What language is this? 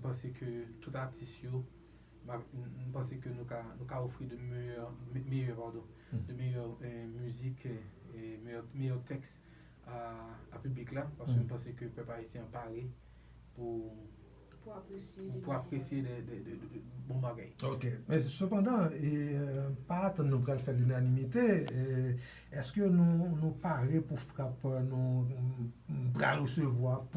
Haitian Creole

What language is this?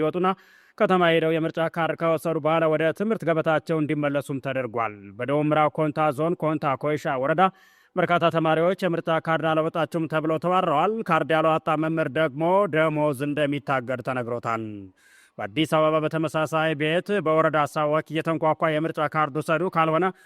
Amharic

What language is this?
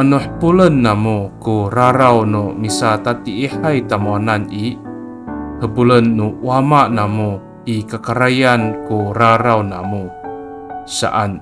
Amis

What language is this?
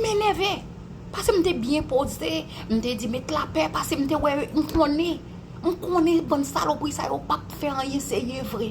Haitian Creole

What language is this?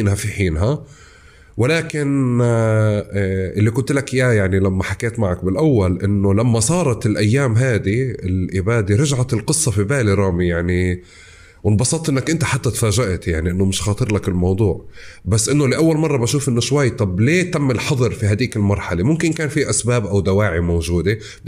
North Levantine Arabic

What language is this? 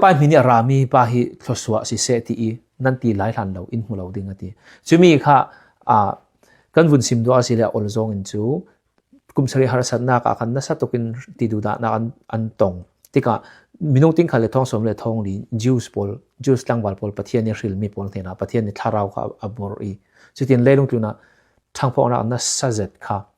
Falam Chin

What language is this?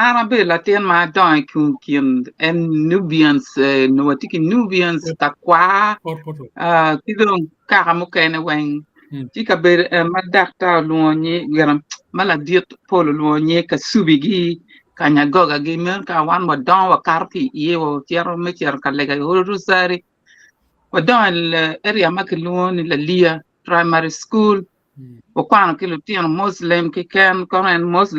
Acoli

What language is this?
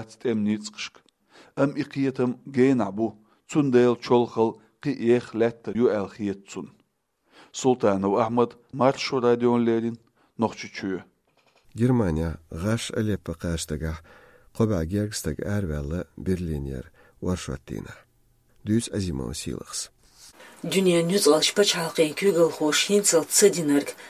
Chechen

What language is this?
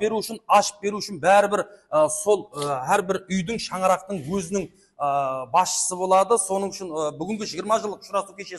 Kara-Kalpak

